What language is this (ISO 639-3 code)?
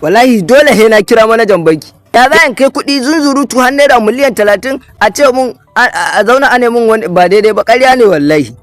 hau